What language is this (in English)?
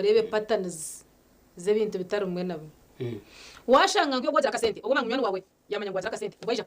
Nyankole